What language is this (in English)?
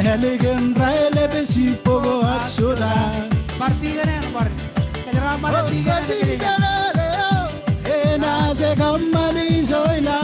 Marshallese